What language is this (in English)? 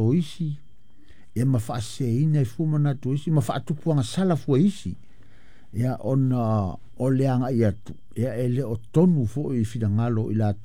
Samoan